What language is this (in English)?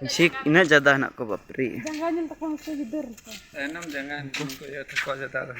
Santali